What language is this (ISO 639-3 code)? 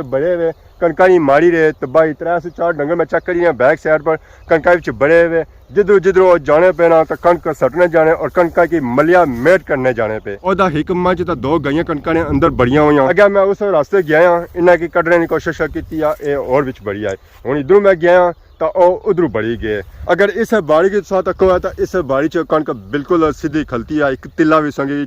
phr